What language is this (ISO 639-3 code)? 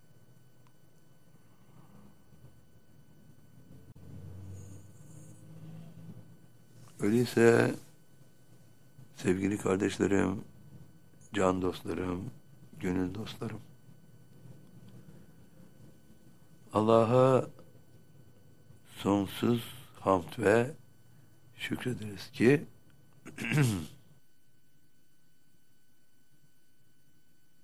tur